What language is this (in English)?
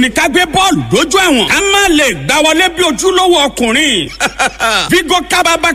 Yoruba